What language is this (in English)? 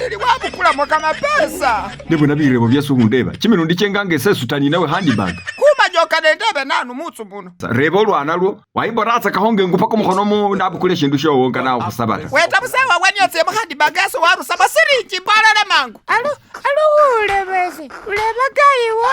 Masaaba